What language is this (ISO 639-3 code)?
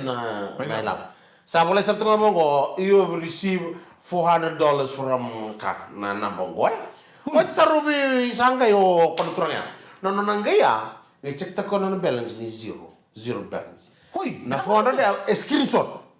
fij